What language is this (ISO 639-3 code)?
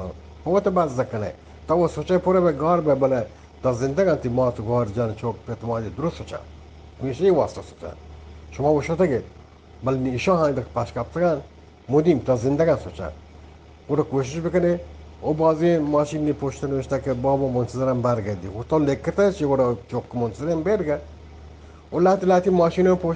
bgp